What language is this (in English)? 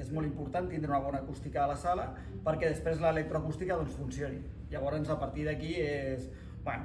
Catalan